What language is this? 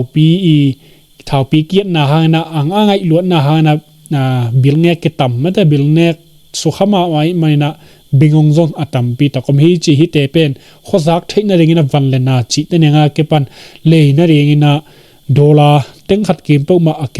Tedim Chin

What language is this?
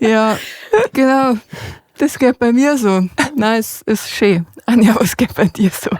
Bavarian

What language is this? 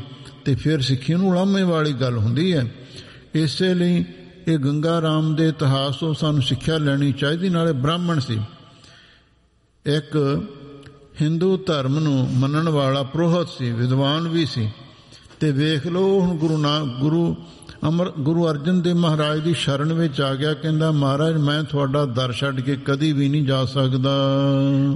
Punjabi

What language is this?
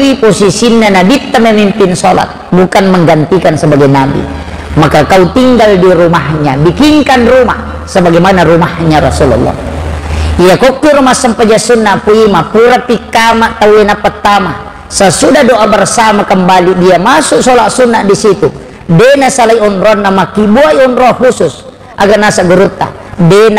Buginese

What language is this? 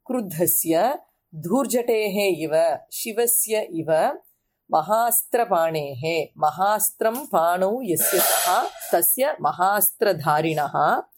Sanskrit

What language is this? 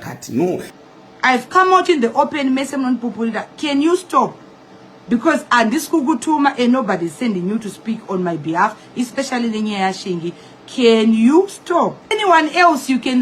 Shona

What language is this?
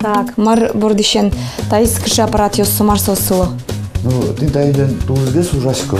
Udmurt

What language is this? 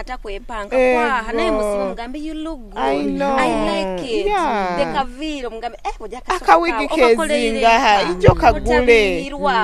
Nyoro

